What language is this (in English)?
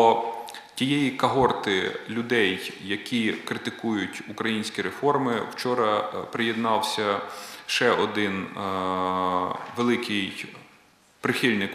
Ukrainian